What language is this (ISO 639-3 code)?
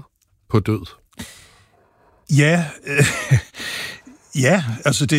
dan